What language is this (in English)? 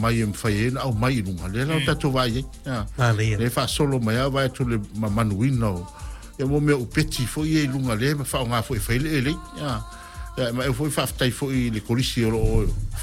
Samoan